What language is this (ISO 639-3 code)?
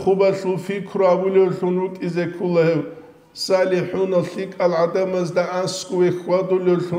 ava